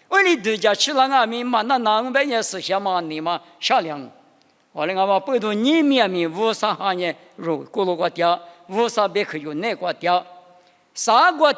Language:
Lisu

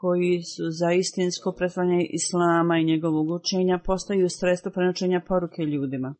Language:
Bosnian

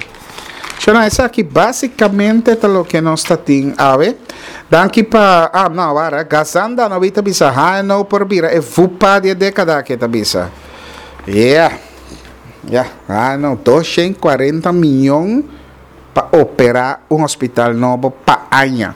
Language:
Papiamento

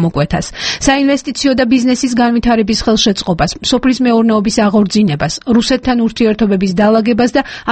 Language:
Georgian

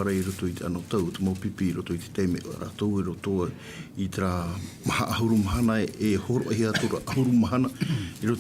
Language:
Tahitian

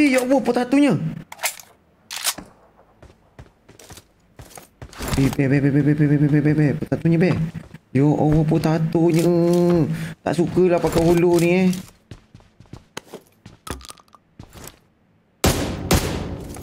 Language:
Malay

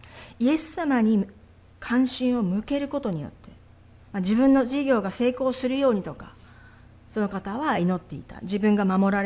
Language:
Japanese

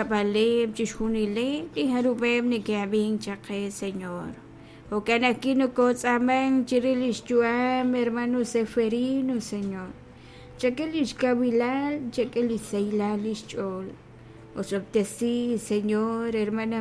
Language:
Kekchí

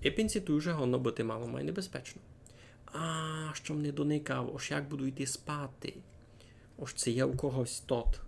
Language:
Rusyn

